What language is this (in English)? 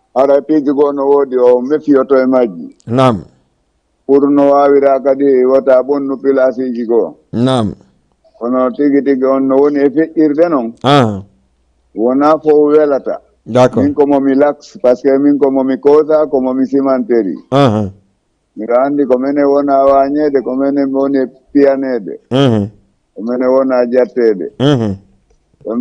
Fula